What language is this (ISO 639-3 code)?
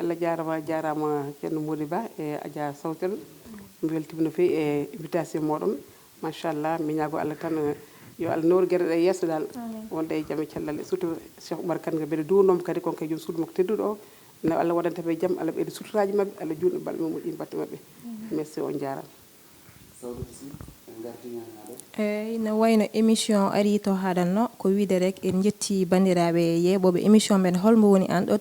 ful